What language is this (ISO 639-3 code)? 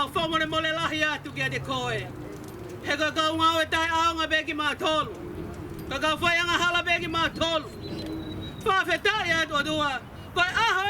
ton